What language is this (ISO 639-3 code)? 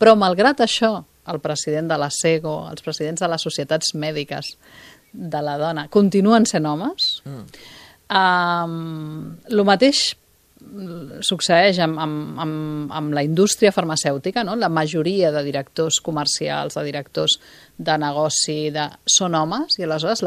cat